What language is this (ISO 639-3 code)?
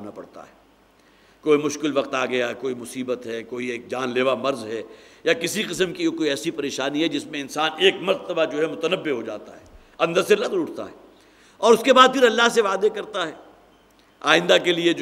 urd